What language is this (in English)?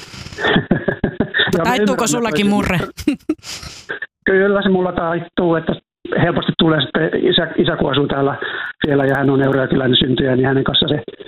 Finnish